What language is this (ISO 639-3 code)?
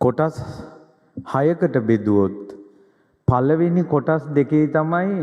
sin